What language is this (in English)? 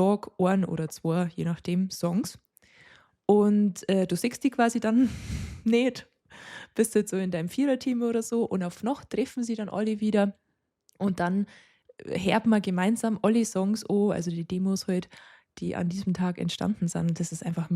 Bavarian